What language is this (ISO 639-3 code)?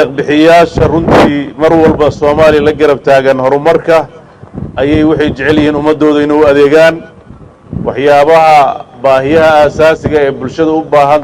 som